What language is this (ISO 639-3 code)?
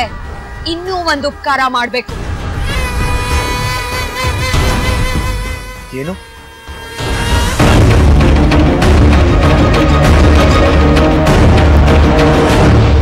kan